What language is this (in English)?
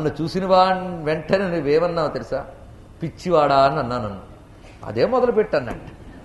Telugu